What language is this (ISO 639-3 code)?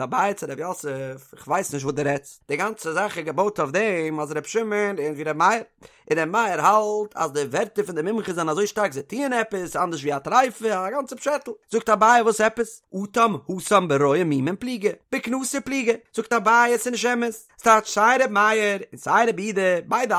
yid